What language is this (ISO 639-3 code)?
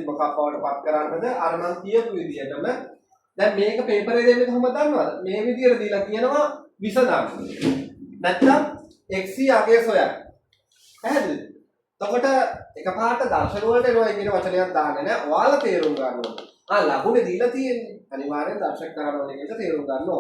sin